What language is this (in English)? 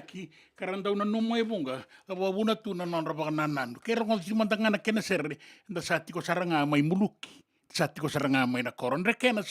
Fijian